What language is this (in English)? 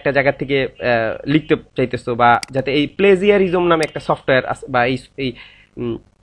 Bangla